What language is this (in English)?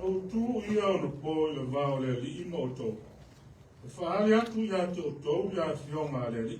Samoan